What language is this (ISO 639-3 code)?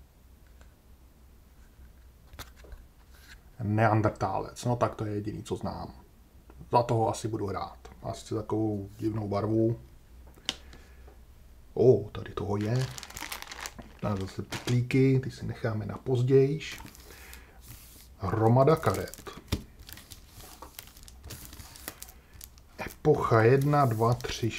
ces